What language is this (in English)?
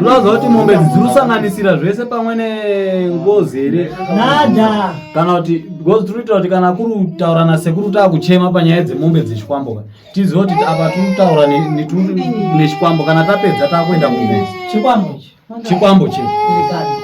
Shona